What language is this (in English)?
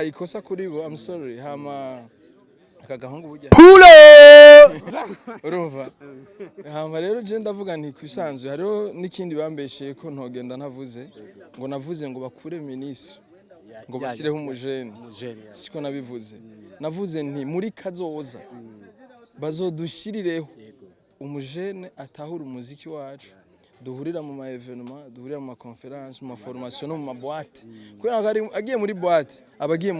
Rundi